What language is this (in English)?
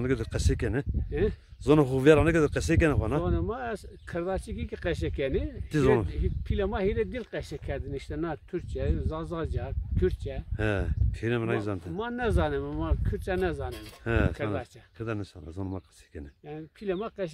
Zaza